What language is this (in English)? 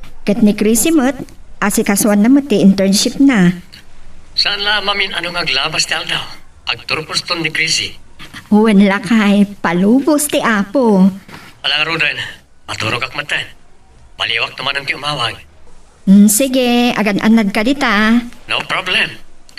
Iloko